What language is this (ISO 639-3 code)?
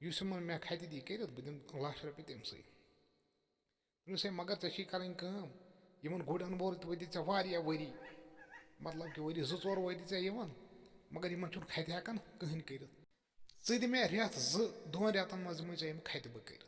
kas